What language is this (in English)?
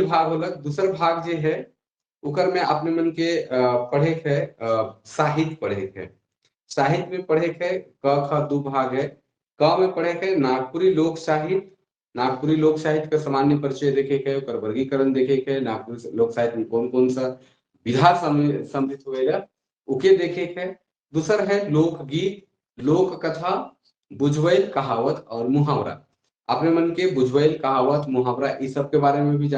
Sadri